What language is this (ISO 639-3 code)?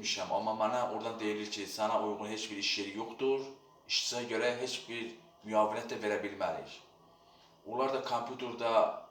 aze